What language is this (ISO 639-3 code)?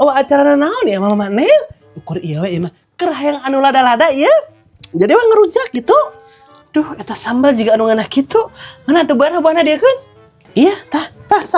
sun